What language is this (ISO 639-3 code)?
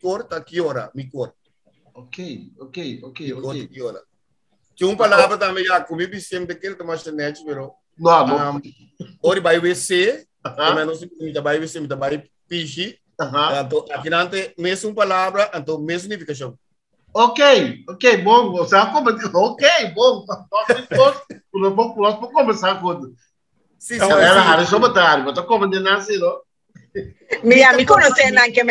pap